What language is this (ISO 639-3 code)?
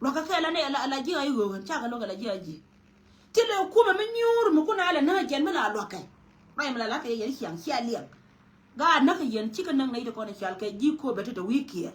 nus